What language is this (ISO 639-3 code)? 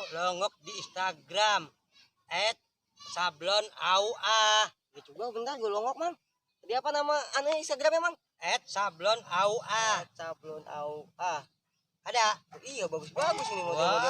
bew